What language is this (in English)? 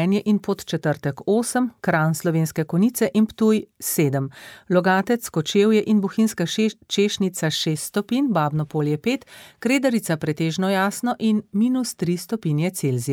Slovenian